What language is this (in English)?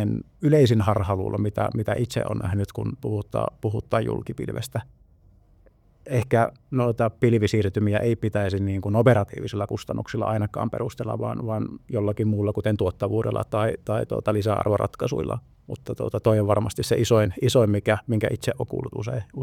Finnish